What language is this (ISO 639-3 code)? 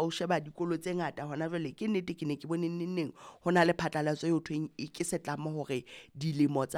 sot